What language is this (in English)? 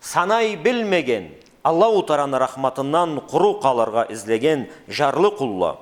Karachay-Balkar